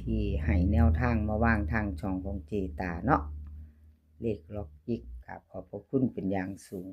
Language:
Lao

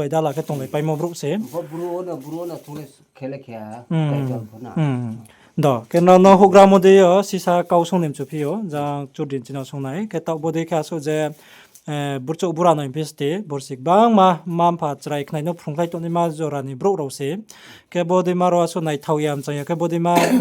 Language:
Riang (India)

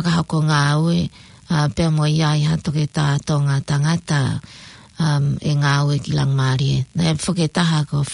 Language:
Tongan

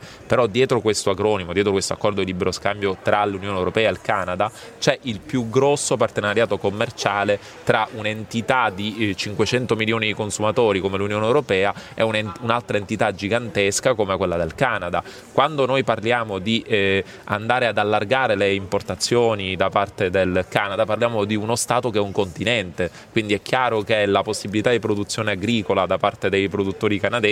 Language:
Italian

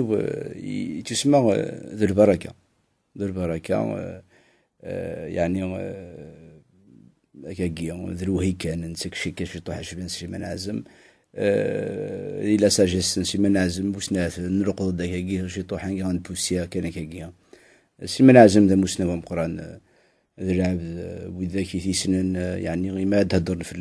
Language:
Kabyle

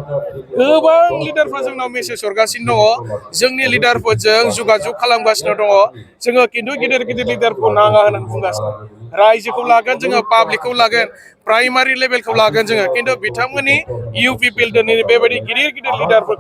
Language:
Bodo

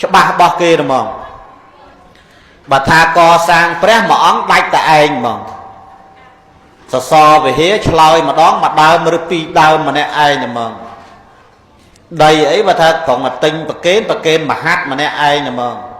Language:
Khmer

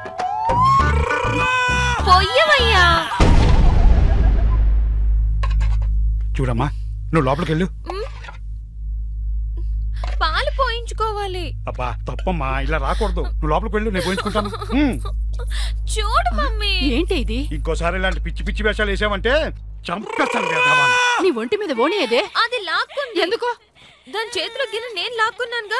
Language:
Telugu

